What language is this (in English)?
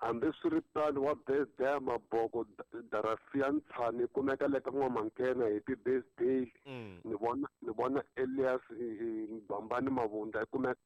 Tsonga